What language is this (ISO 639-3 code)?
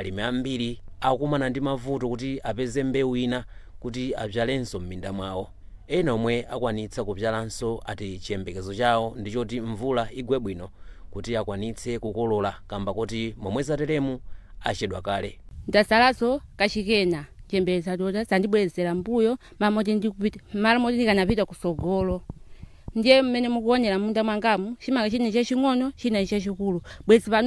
nya